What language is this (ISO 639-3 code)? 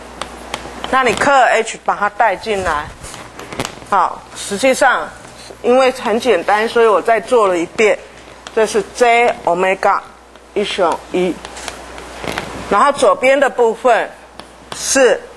zho